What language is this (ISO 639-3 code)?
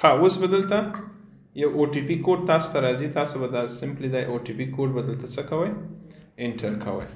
pus